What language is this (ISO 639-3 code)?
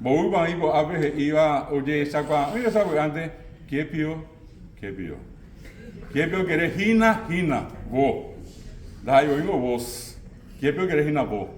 grn